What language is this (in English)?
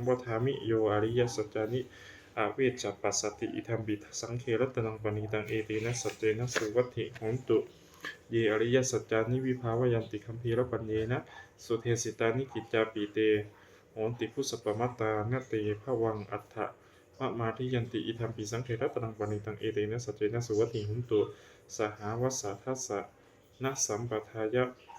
Pali